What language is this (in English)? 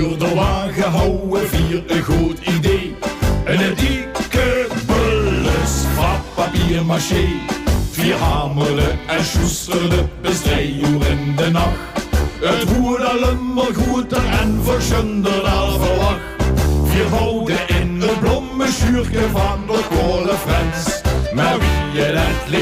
Limburgish